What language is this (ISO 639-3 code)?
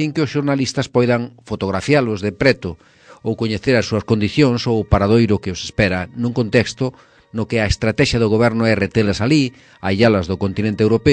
glg